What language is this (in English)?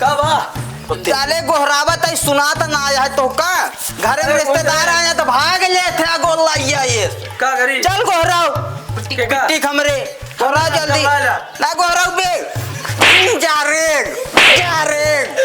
Awadhi